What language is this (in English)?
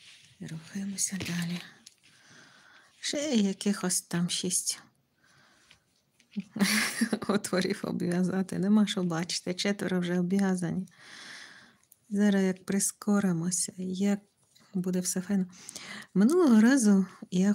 Ukrainian